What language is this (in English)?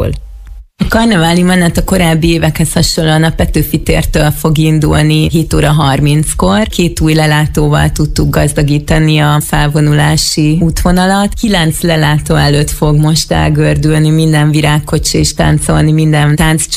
Hungarian